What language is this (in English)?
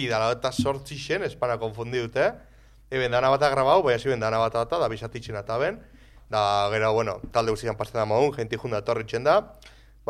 Basque